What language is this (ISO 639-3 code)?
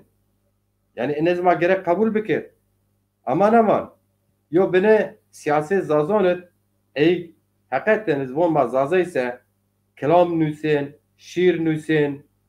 zza